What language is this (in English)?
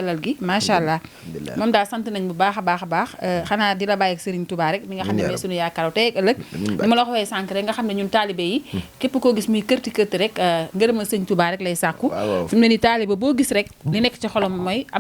Wolof